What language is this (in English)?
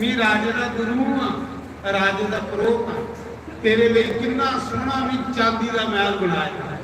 Dogri